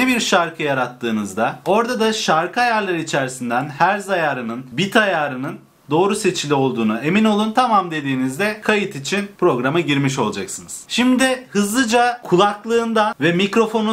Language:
Turkish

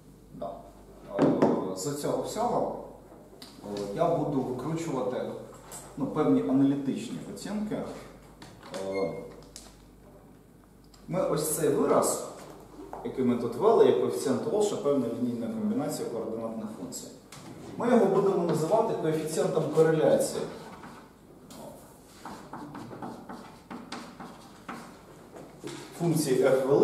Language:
Ukrainian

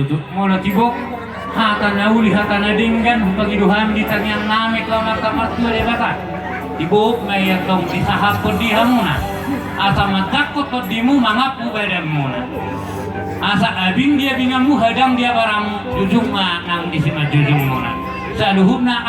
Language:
Batak Toba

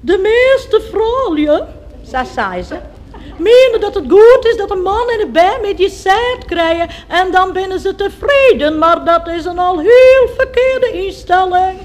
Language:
Western Frisian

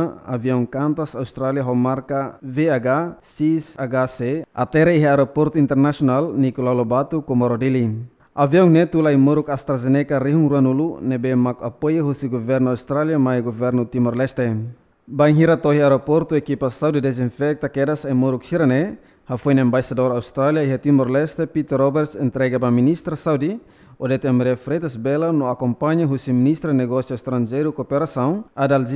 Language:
Tetum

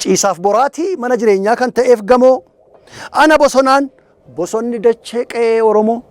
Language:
Oromo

